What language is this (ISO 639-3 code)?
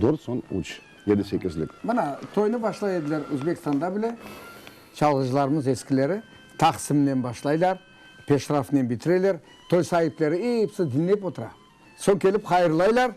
crh